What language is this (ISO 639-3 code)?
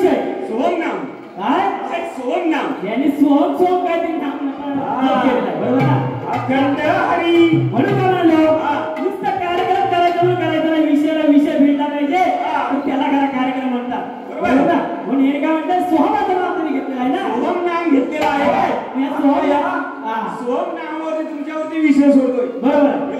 mar